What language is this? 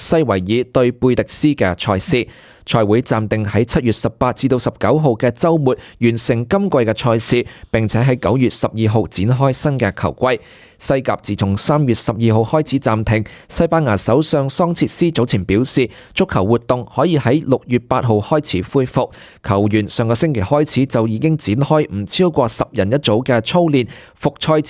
Cantonese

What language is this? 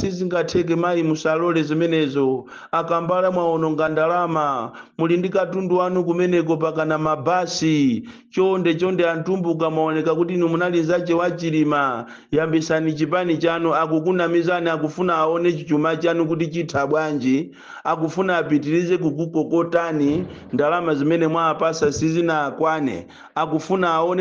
Nyanja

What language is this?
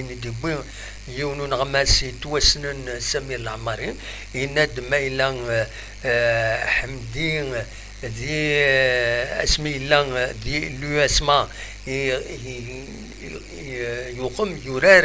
Kabyle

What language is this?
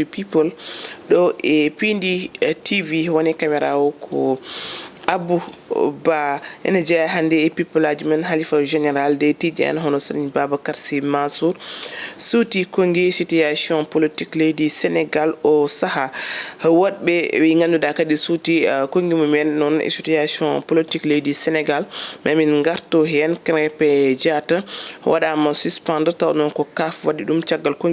Fula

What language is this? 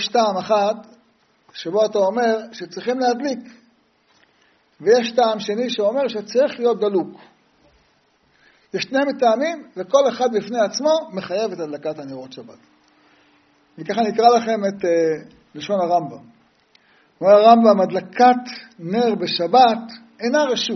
Hebrew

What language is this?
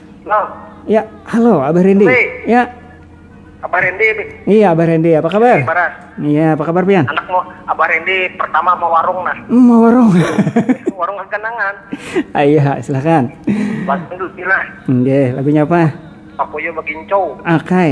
Banjar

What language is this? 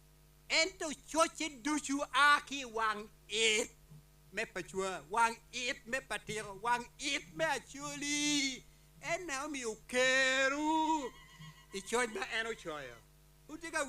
Acoli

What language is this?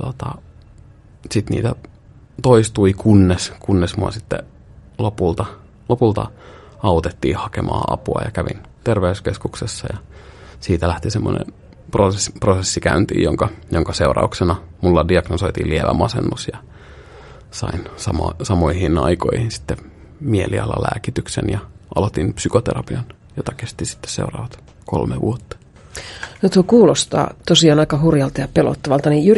Finnish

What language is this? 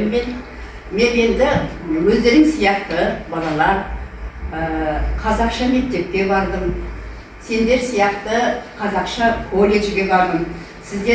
Kazakh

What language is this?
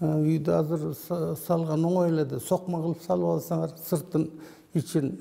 Kyrgyz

